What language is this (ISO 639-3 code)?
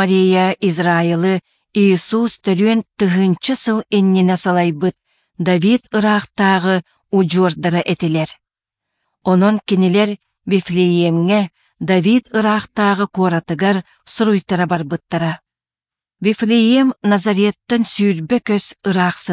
sah